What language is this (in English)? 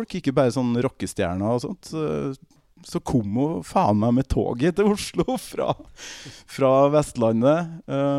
Norwegian